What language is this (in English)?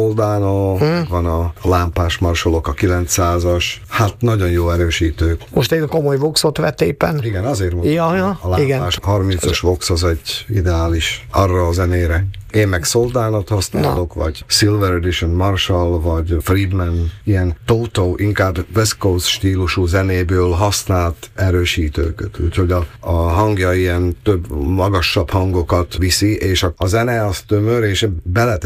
Hungarian